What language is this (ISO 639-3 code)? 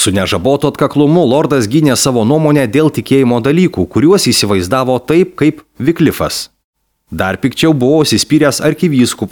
lit